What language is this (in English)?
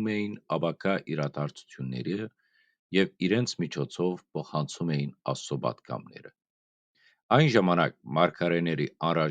Western Armenian